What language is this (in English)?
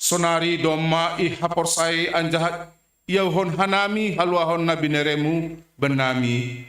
Batak Simalungun